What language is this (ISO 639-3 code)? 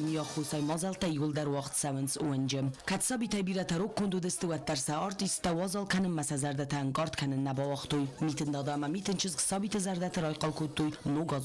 oss